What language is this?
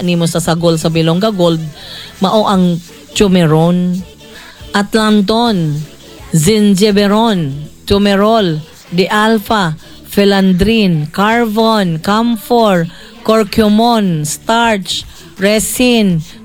Cebuano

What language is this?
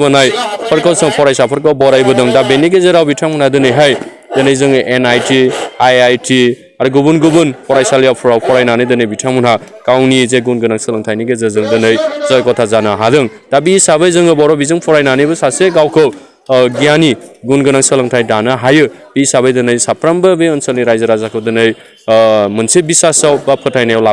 Bodo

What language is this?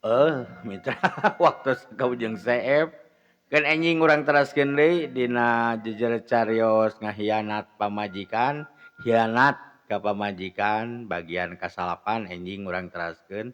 Sundanese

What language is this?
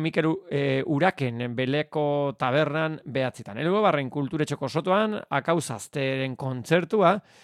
Basque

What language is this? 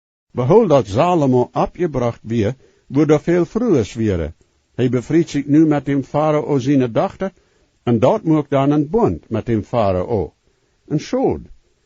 Plautdietsch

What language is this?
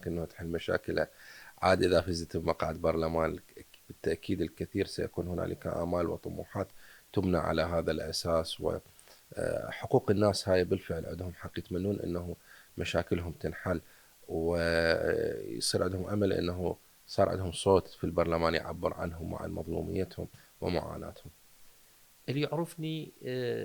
Mesopotamian Arabic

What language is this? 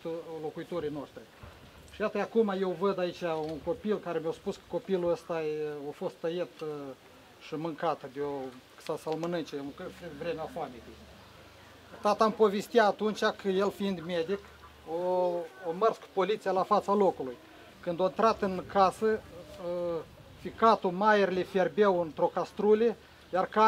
Romanian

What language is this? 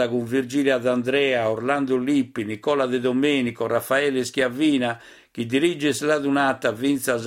Sardinian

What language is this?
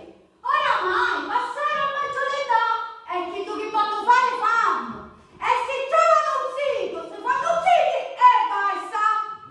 Sicilian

